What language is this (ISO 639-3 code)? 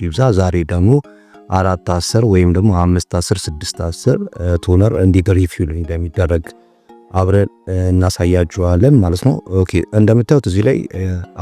amh